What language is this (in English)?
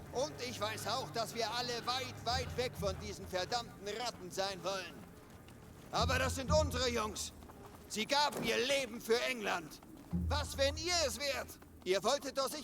Bavarian